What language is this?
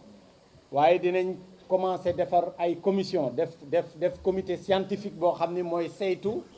Wolof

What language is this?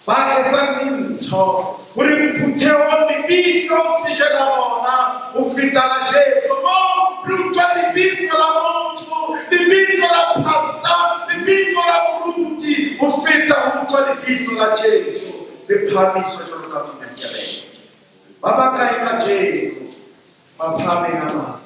Southern Sotho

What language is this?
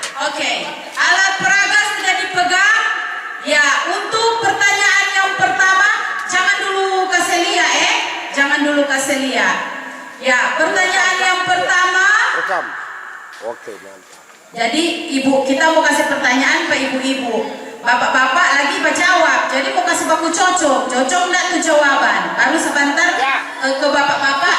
Manado Malay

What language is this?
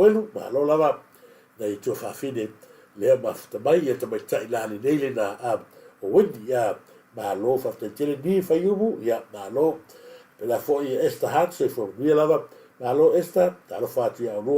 Samoan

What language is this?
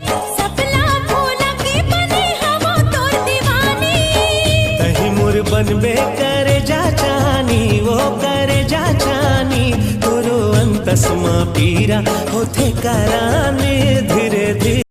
Chhattisgarhi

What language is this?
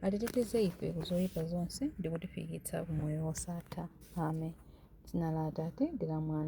Nyanja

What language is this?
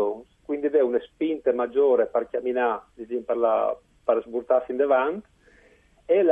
Friulian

